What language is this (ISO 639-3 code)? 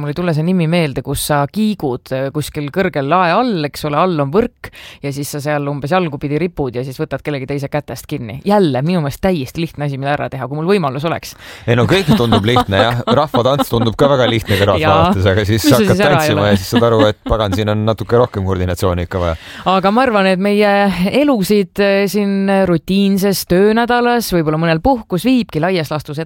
est